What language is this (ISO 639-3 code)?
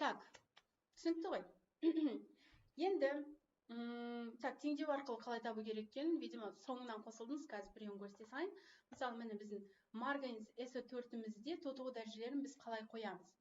kaz